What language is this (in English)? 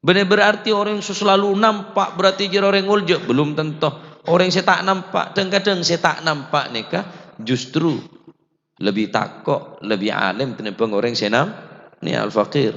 Madurese